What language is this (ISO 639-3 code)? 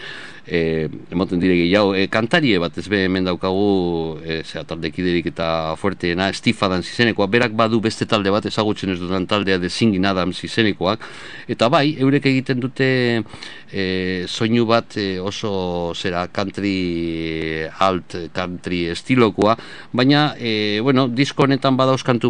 eus